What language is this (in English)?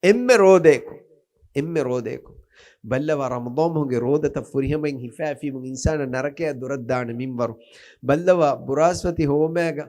Divehi